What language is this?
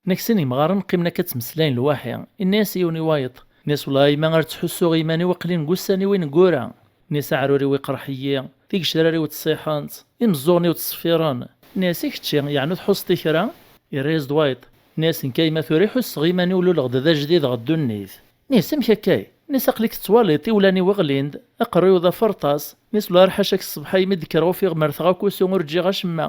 Kabyle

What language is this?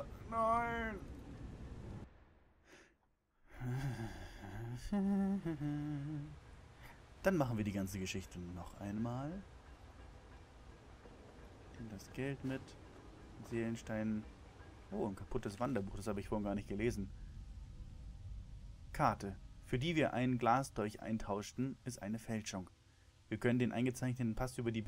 German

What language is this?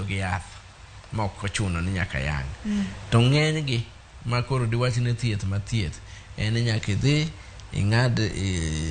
Luo (Kenya and Tanzania)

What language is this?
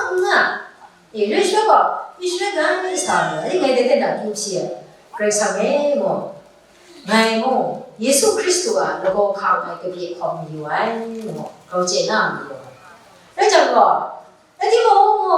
Kachin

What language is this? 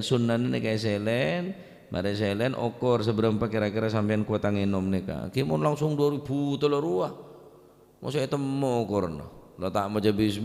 Madurese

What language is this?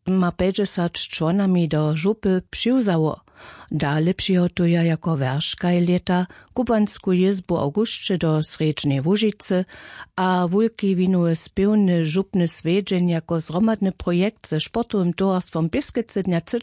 Upper Sorbian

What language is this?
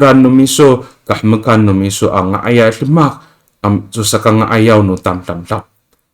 Amis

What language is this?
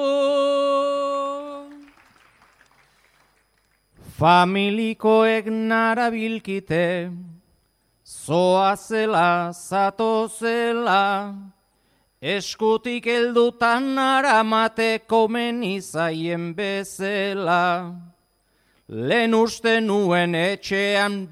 Basque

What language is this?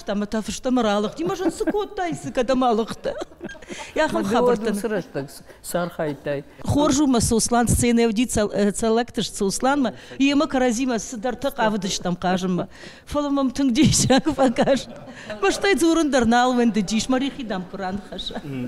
Ossetic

